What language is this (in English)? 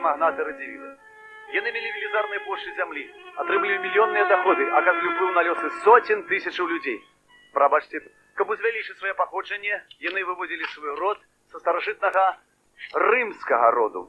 Belarusian